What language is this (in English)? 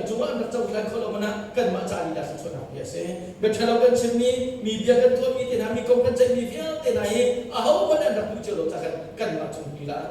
Hakha Chin